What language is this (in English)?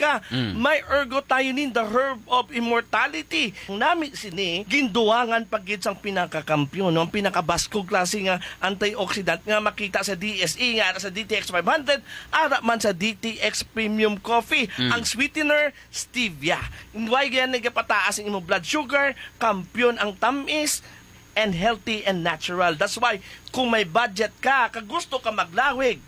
Hiligaynon